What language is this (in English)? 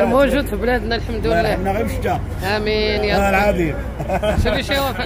Moroccan Arabic